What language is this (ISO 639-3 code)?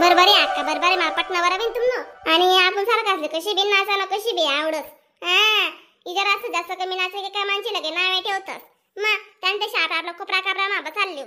khn